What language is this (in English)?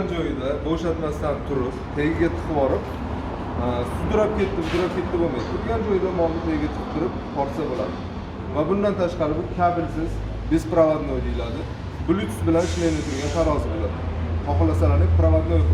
Uzbek